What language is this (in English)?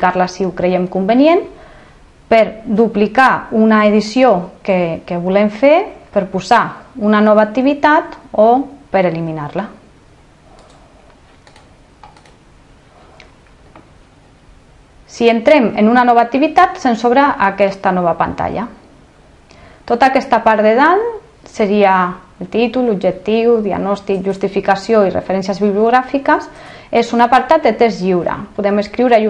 Catalan